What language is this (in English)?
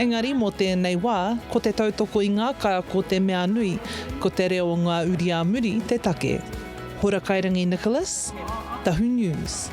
Māori